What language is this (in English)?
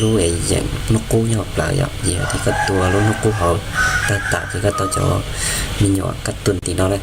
Hmong